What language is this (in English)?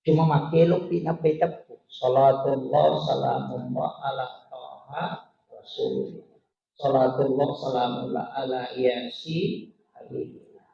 Buginese